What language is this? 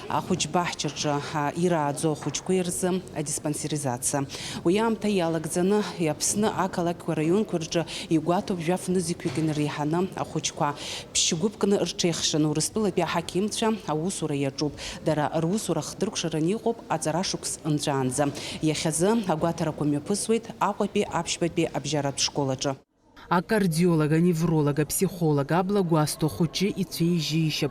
Abkhazian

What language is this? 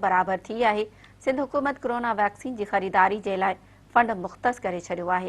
Sindhi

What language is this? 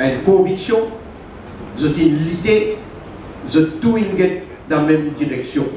Morisyen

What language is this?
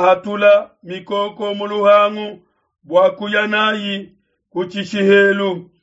Luba-Lulua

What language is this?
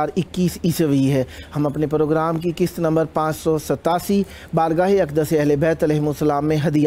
Urdu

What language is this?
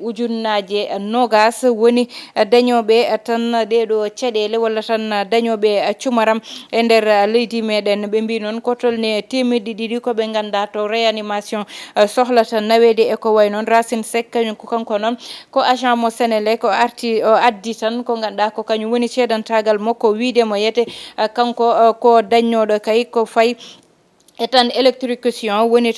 Fula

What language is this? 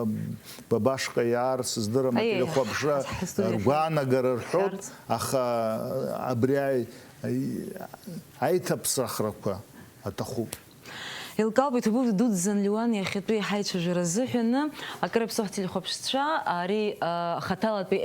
Abkhazian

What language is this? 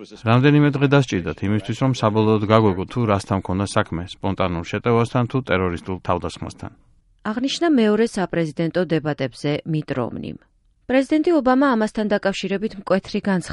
Georgian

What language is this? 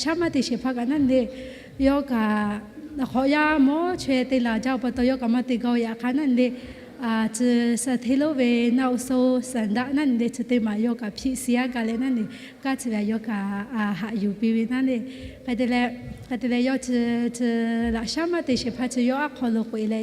Lahu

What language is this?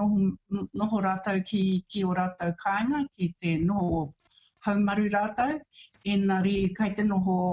Māori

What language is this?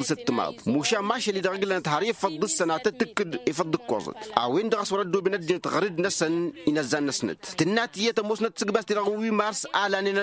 Tamasheq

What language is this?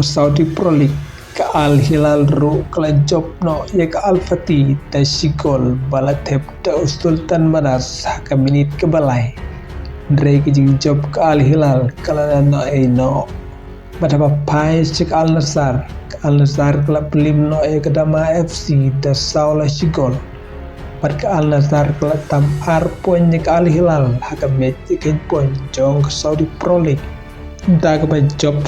Khasi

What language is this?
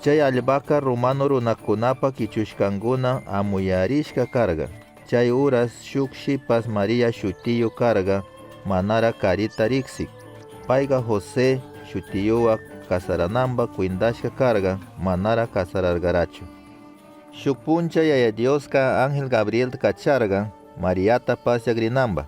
Chimborazo Highland Quichua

